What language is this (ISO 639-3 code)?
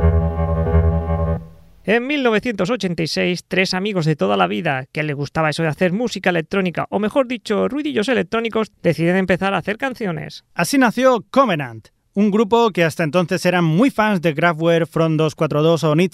spa